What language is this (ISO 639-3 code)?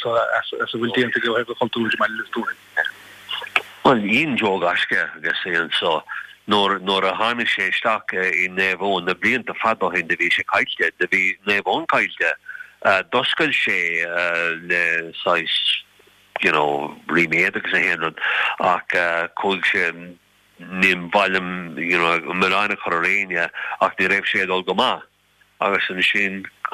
gle